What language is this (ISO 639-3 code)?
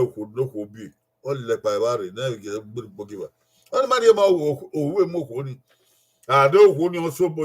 bin